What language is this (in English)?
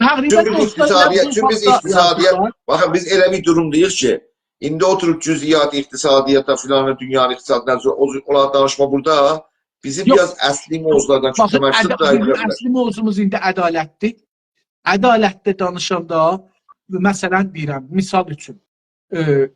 South Azerbaijani